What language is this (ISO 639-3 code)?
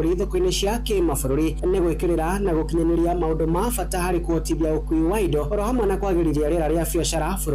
kik